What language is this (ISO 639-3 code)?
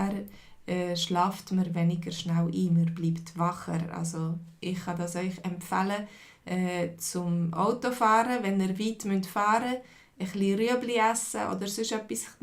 gsw